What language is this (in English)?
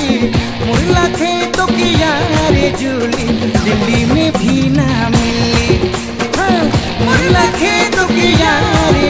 Sadri